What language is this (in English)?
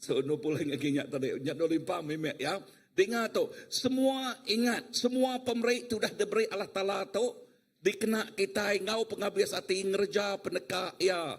Iban